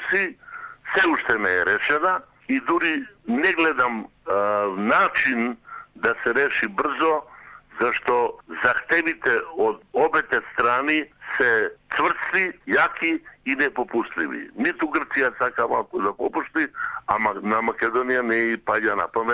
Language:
Macedonian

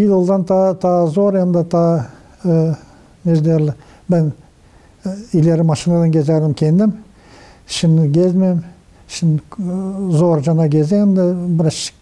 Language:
Gagauz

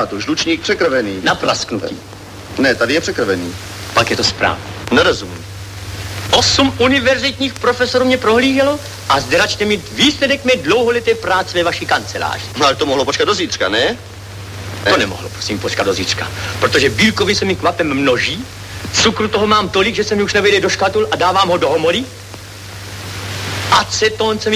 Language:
Czech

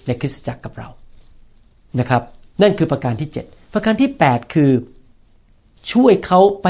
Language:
Thai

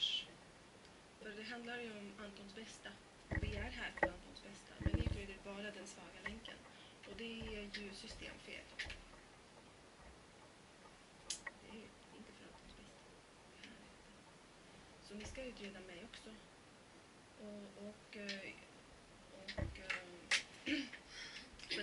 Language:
Swedish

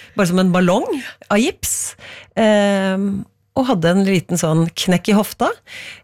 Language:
Norwegian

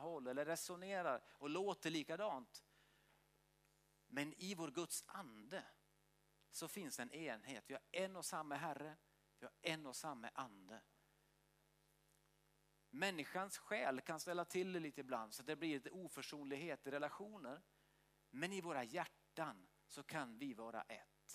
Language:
Swedish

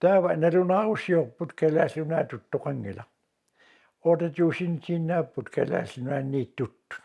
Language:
Kalaallisut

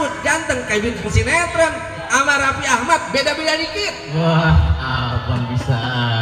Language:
Betawi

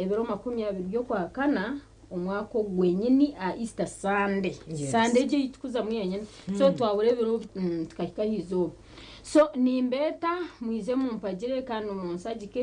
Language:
Nyankole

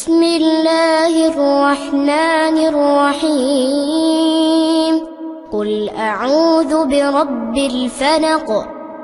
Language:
Arabic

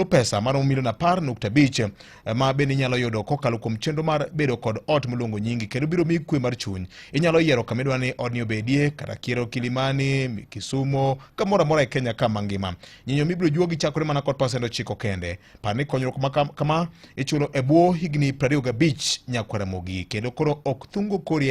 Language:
Luo (Kenya and Tanzania)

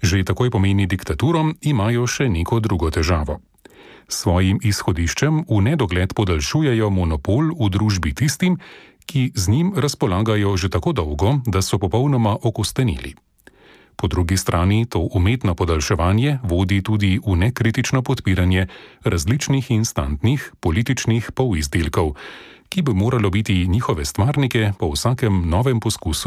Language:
Slovenian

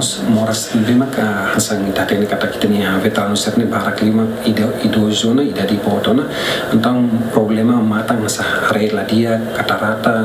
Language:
Tetum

